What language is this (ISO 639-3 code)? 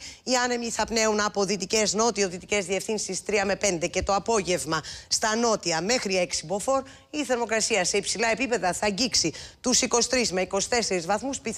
ell